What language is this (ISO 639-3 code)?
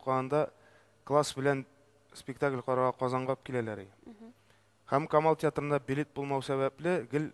tat